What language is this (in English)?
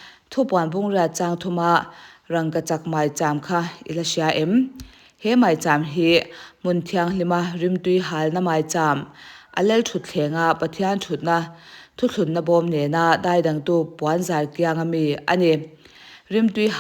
Mizo